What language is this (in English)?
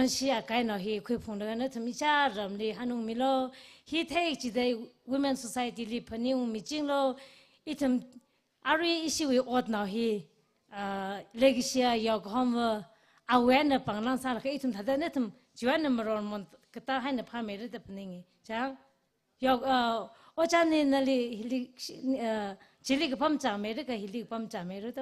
Tangkhul Naga (India)